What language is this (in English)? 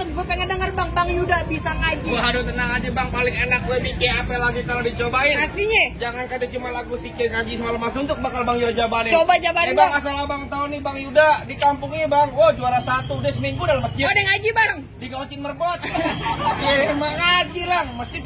Betawi